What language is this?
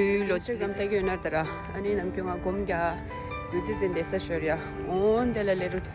Tibetan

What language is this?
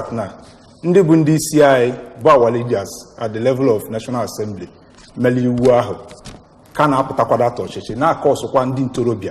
Igbo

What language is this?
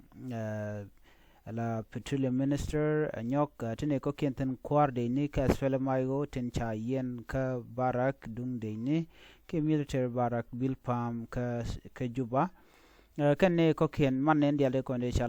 Nuer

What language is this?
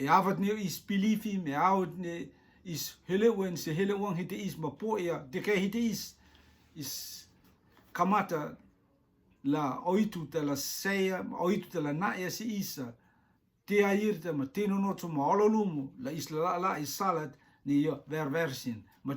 Rotuman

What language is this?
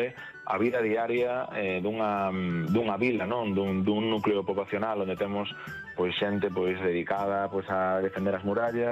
Galician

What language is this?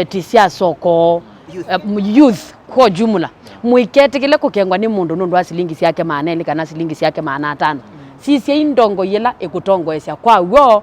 Kamba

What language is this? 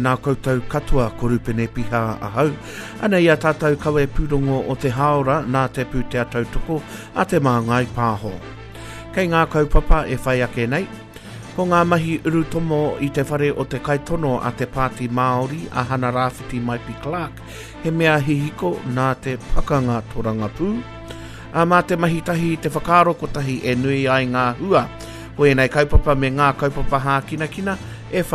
Māori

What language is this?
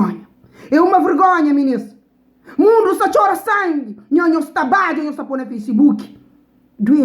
Kabuverdianu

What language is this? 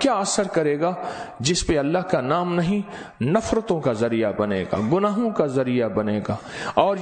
Urdu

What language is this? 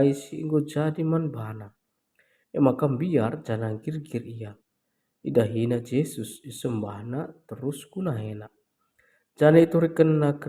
Batak Karo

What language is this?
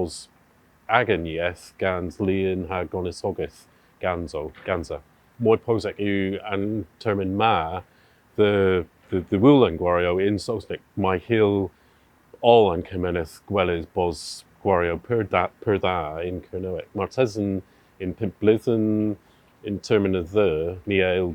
Cornish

